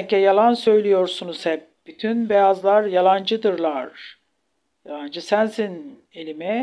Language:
Turkish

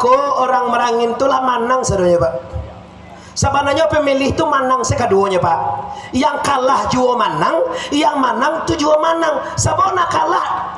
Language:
Minangkabau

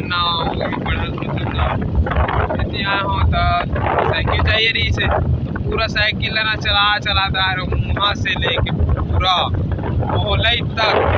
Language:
Chhattisgarhi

